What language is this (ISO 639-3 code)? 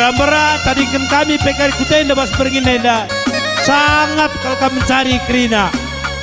btx